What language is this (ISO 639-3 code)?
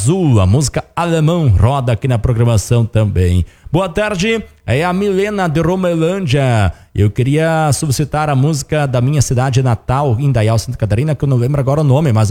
por